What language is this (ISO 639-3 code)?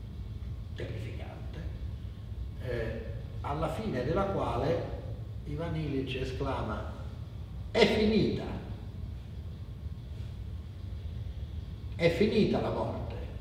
ita